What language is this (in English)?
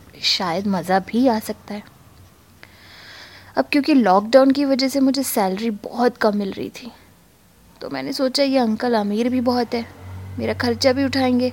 Hindi